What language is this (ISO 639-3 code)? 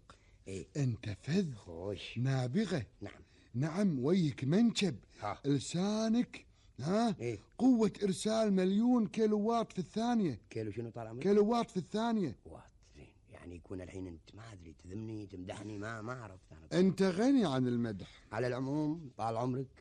afb